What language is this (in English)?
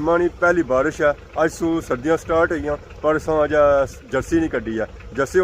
Pahari-Potwari